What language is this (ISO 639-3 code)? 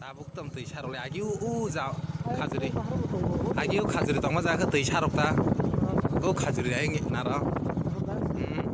trp